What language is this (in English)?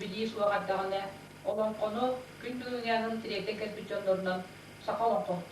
Yakut